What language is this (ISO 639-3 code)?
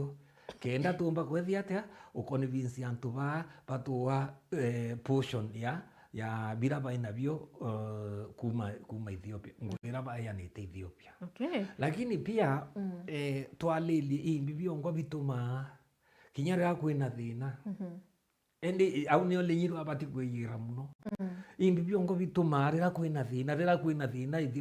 mer